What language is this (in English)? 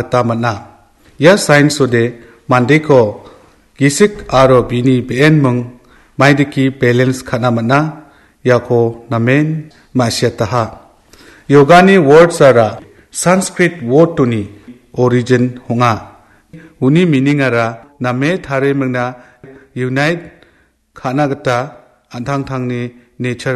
Garo